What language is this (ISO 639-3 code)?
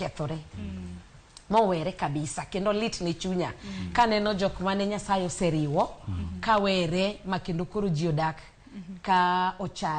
luo